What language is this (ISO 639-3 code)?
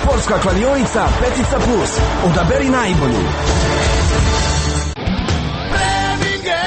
hrv